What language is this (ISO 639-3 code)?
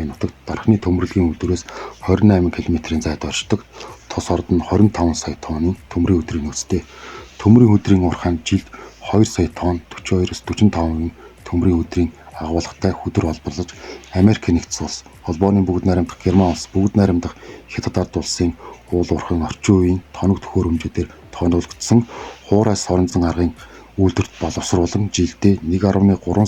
mon